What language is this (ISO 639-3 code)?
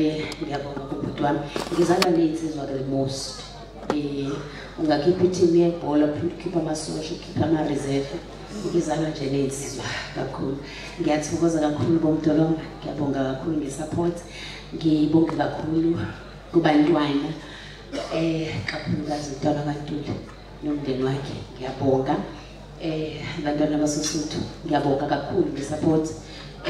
zul